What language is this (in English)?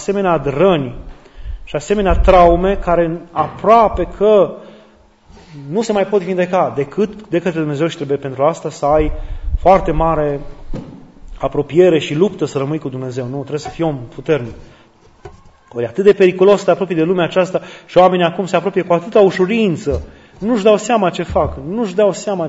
Romanian